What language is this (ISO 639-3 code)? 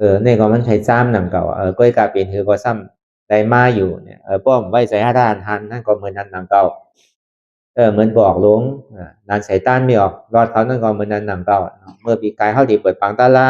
shn